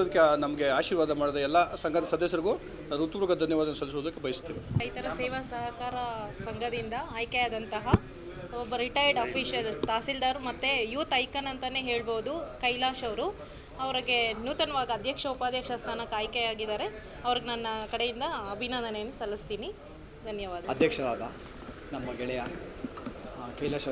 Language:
Kannada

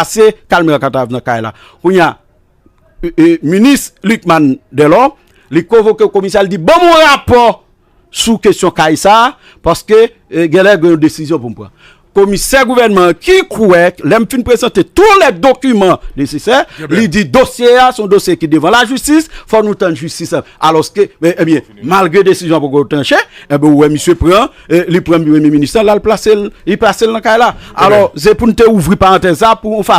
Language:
Haitian Creole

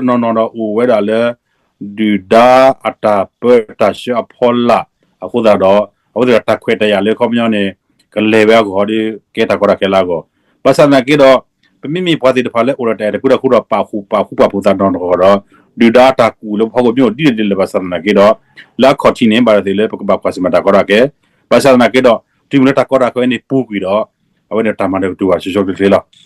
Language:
S'gaw Karen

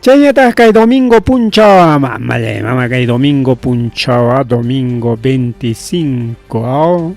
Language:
Ayacucho Quechua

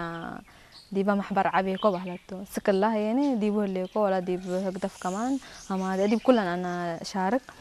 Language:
Tigrinya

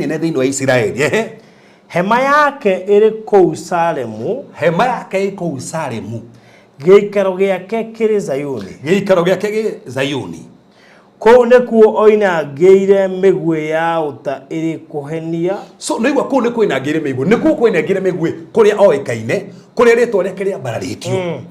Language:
Kikuyu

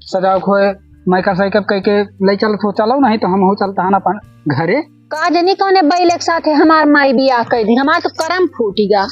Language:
Awadhi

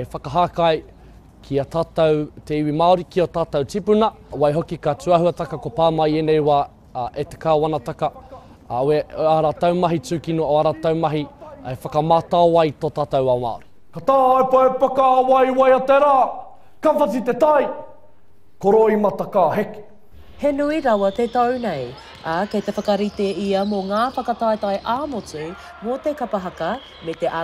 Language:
Māori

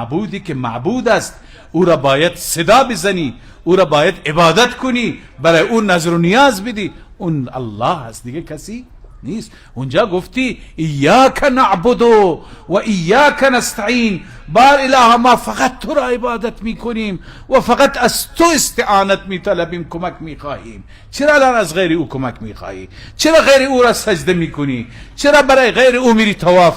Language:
Persian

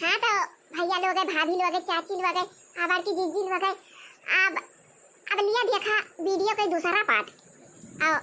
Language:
Awadhi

